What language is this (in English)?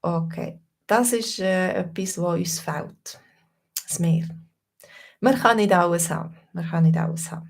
Swiss German